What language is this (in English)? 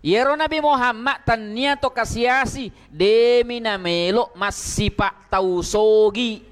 Buginese